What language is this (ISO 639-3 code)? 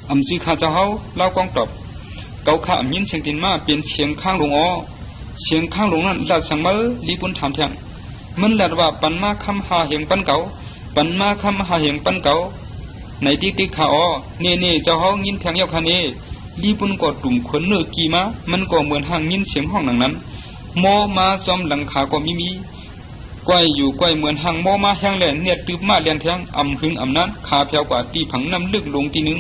shn